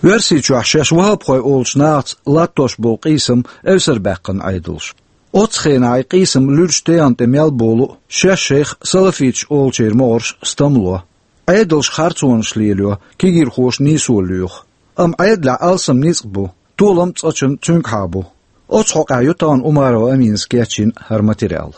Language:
Chechen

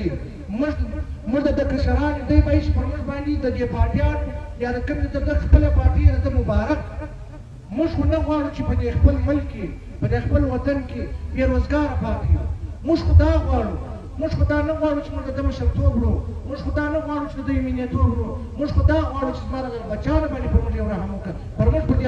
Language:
Pashto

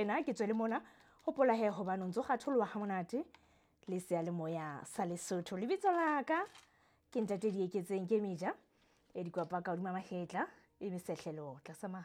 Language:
Southern Sotho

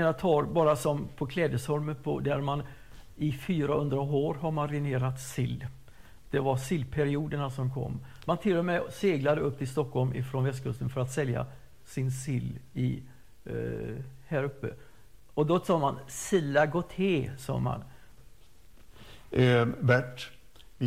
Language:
Swedish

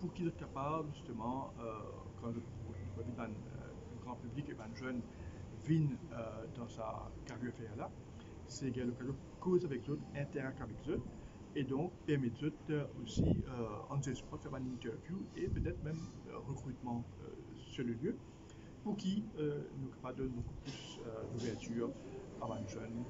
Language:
Morisyen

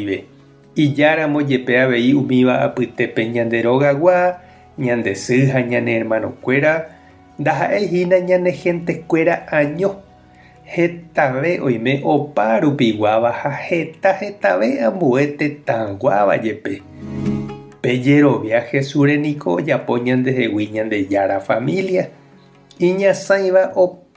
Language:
Guarani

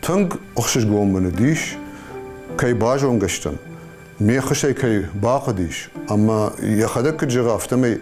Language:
Ossetic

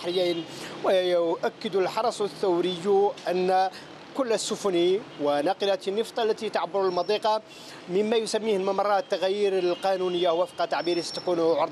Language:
Arabic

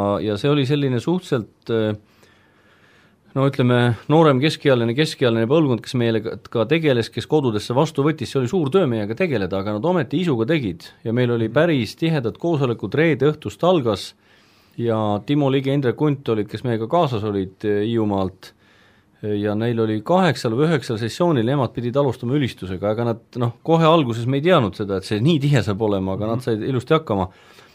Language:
Estonian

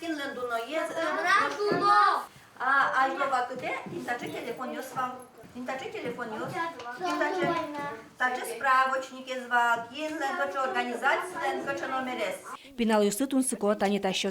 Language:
Udmurt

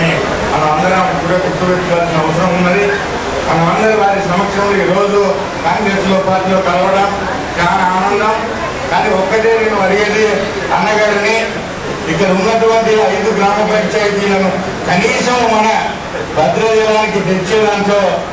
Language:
Telugu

